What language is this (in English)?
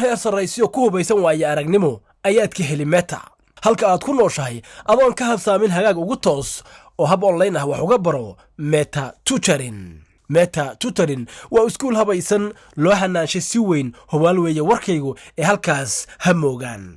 Somali